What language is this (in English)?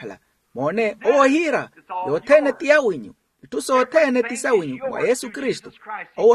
Makhuwa